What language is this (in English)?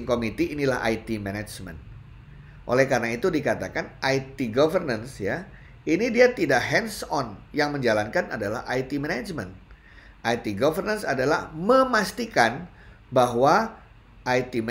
Indonesian